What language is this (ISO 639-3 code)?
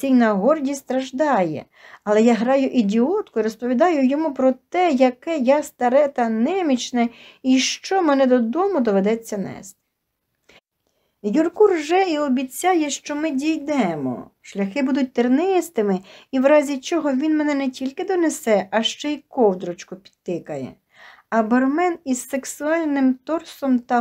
ukr